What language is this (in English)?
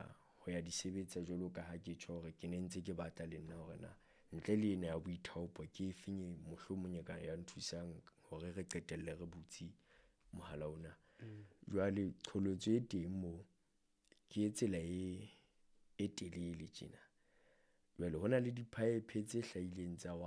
Southern Sotho